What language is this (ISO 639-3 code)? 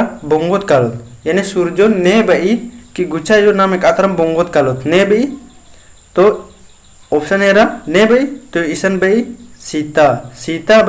kru